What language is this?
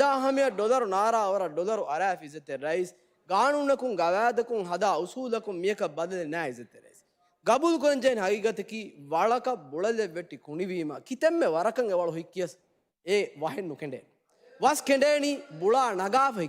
Divehi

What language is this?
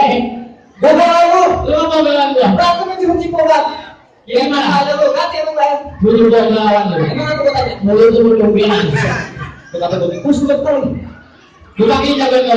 Betawi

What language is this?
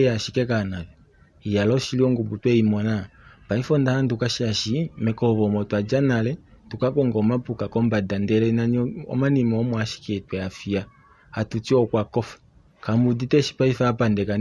Kuanyama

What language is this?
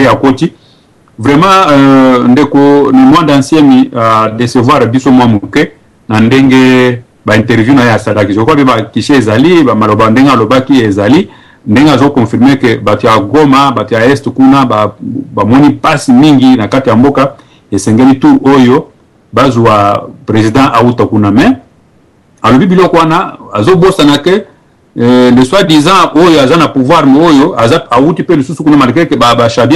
Lingala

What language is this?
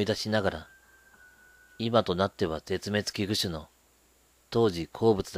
Japanese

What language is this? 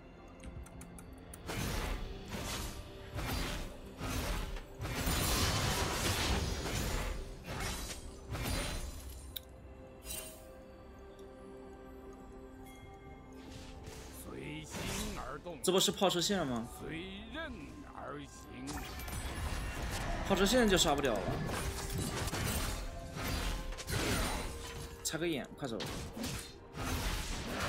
Chinese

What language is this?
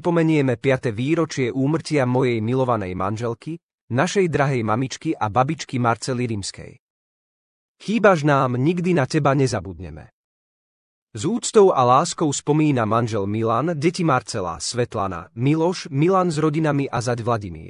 Slovak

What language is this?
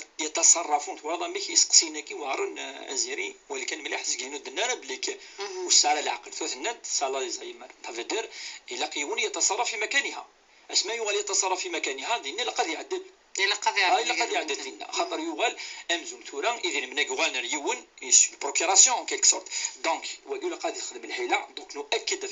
Kabyle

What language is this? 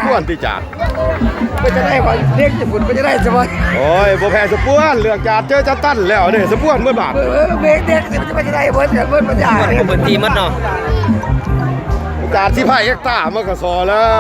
Lao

